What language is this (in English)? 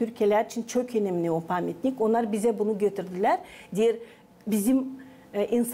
Gagauz